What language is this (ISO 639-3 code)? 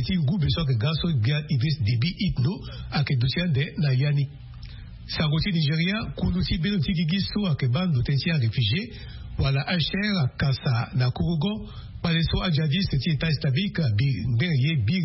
sag